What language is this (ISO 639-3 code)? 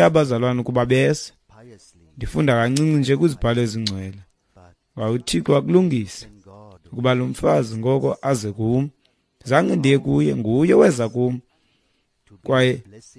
xho